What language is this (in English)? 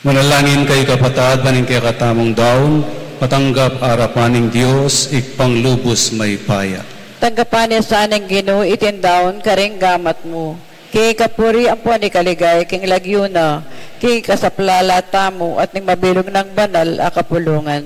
Pampanga